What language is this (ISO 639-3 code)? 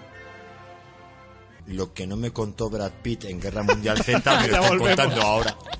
spa